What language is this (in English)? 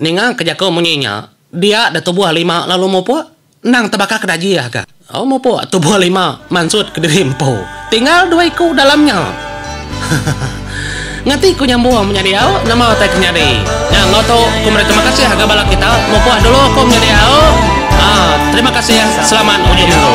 Iban